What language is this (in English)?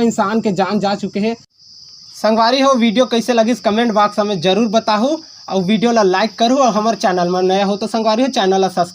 Chhattisgarhi